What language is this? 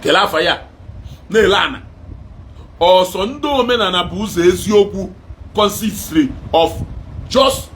Igbo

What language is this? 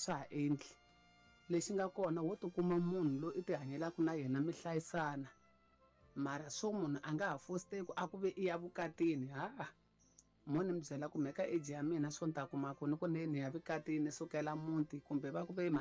Tsonga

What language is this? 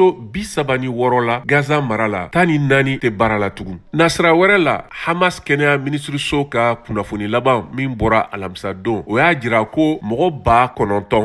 Bambara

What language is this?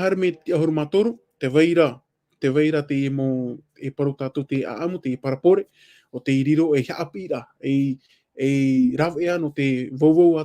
Tahitian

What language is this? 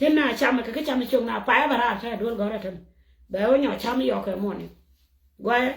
Nuer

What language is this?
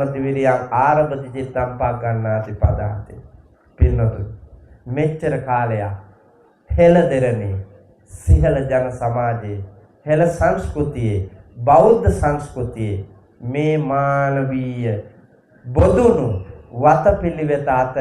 Sinhala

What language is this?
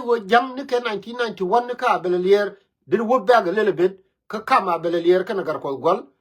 Nuer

